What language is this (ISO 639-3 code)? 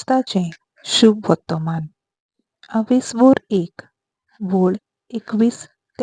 kok